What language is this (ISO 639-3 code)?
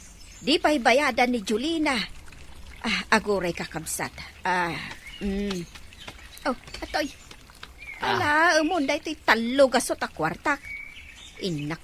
ilo